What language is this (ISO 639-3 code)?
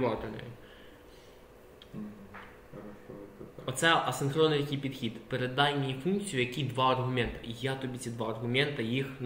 ukr